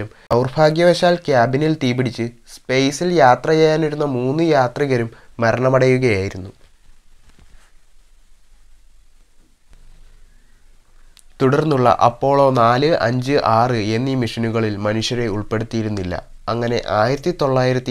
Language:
Malayalam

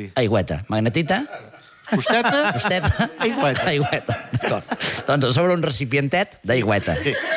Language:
Catalan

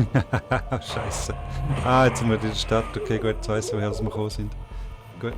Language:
Swiss German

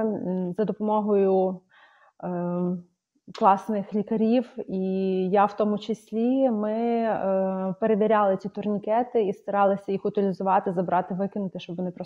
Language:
Ukrainian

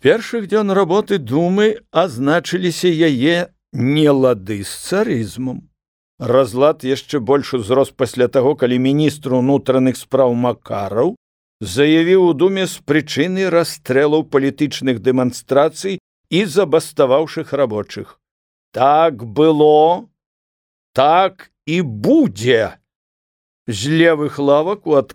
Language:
Belarusian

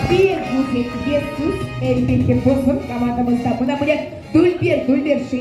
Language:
Crimean Tatar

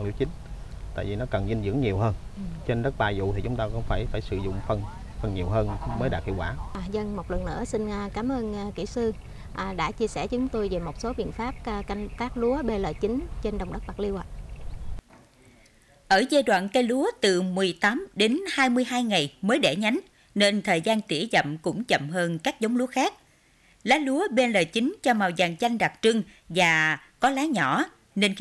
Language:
Vietnamese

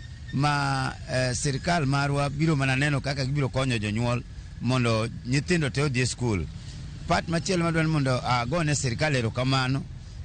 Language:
Luo (Kenya and Tanzania)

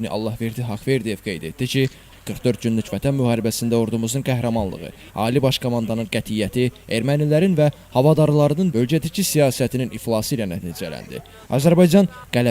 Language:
Azerbaijani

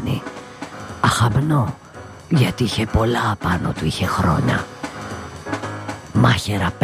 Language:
Greek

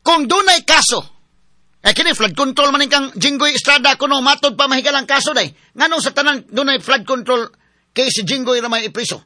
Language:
Cebuano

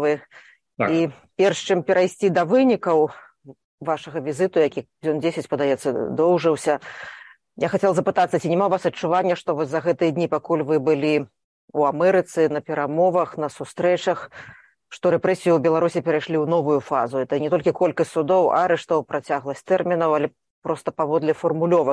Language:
Belarusian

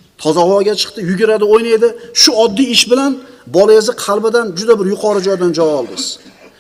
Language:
Uzbek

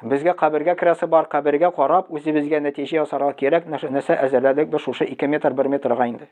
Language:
Tatar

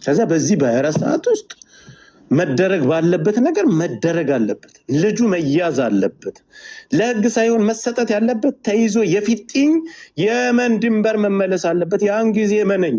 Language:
Amharic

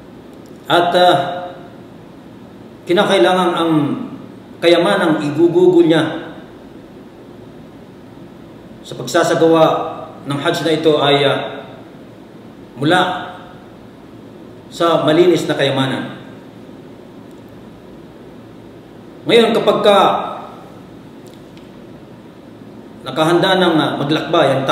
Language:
Filipino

